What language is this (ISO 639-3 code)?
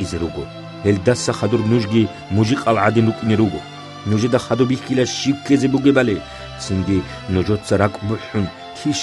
ava